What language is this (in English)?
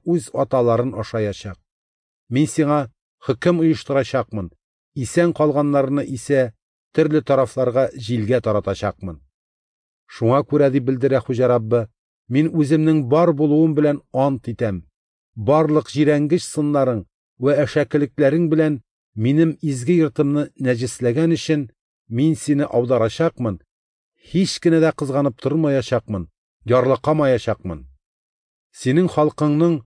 Tatar